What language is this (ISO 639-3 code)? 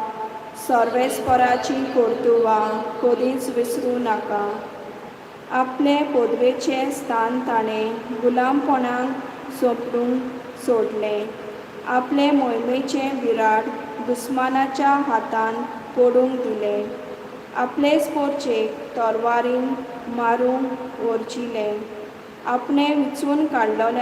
kok